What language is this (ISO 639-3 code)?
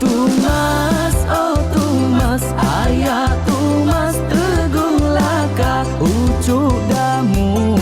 iba